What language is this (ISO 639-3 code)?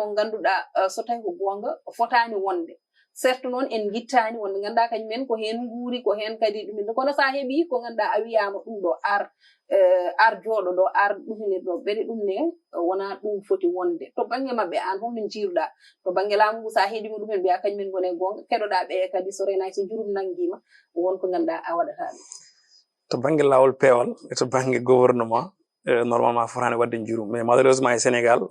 ful